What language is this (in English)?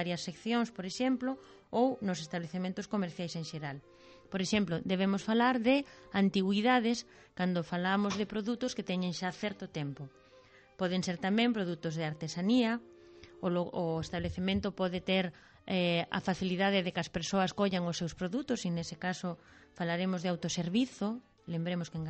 Galician